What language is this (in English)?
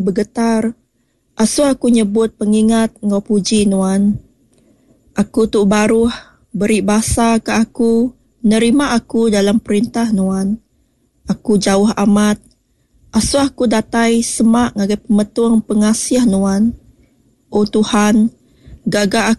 Iban